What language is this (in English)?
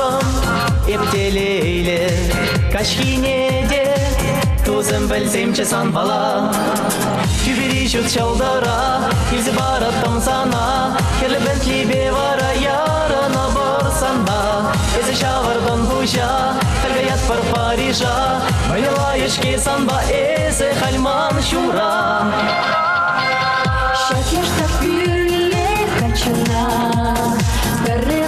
Chuvash